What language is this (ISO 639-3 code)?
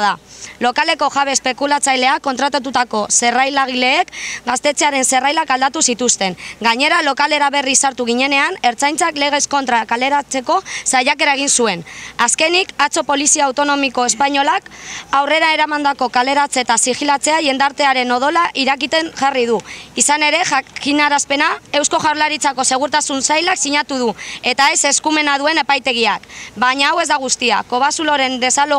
eus